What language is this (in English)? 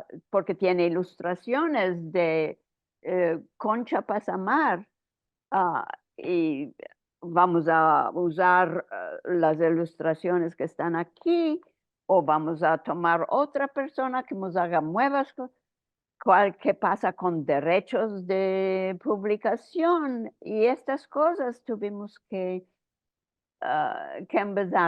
Ladino